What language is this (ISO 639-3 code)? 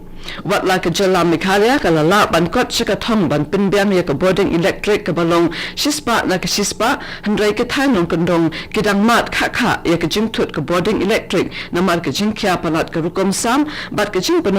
kha